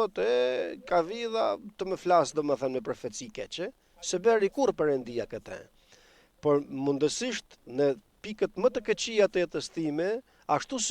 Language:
Albanian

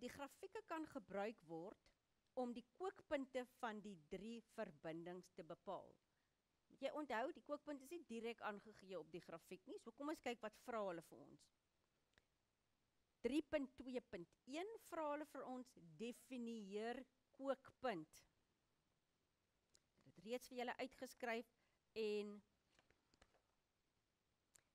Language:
Afrikaans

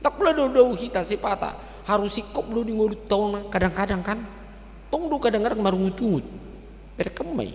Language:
Batak Toba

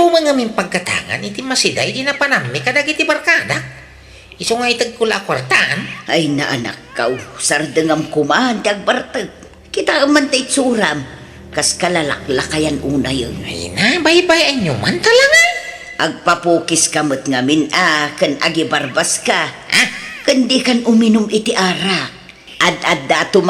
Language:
Iloko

